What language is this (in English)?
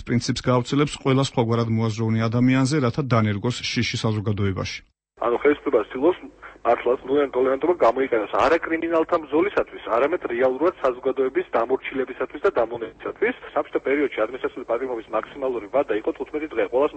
Georgian